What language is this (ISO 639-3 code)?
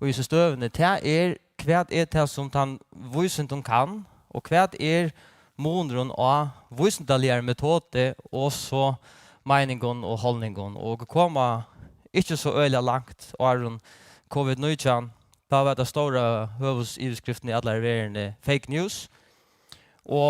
fao